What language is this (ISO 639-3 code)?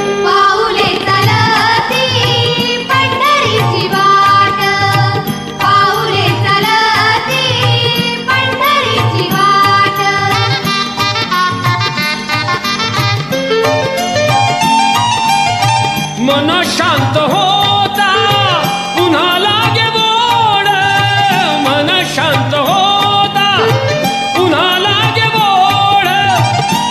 mar